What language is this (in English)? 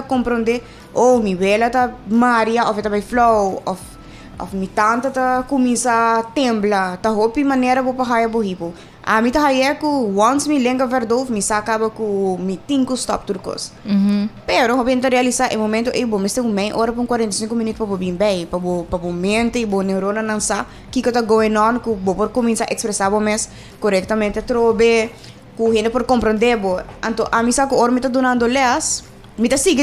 Papiamento